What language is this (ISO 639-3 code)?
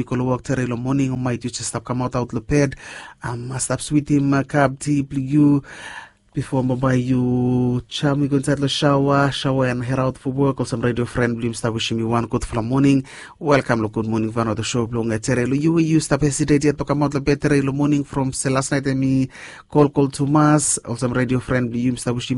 bis